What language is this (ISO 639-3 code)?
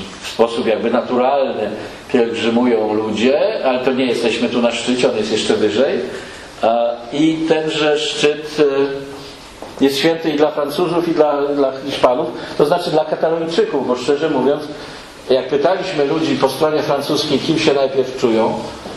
pol